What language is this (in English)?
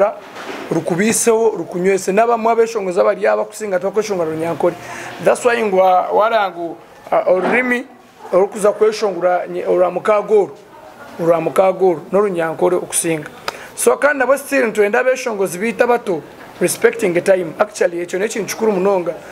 Nyankole